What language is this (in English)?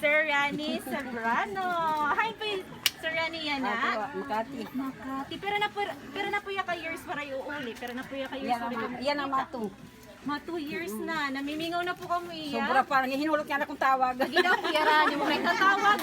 Waray